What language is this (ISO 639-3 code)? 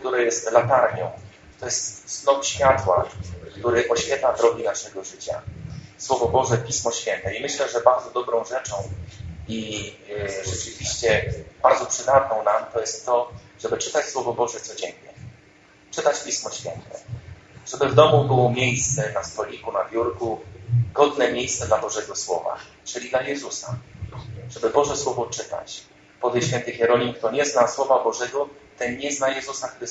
pol